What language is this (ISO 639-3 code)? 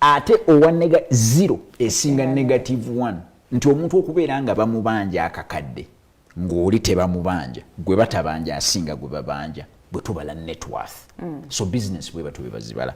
lug